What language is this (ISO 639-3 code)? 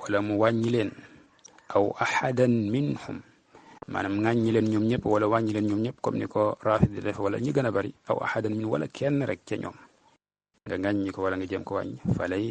wol